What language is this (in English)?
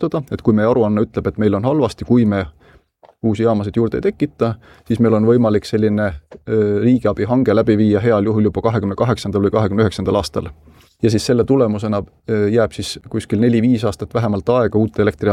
Estonian